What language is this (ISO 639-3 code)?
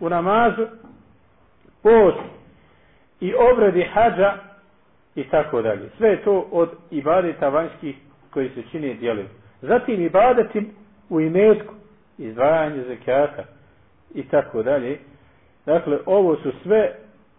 bos